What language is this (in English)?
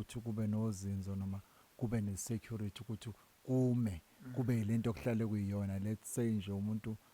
Zulu